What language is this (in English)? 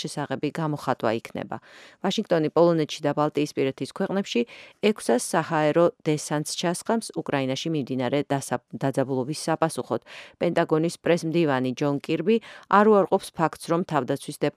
Georgian